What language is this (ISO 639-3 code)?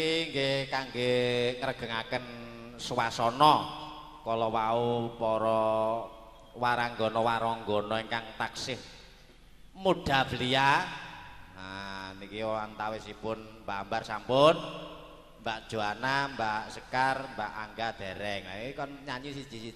jav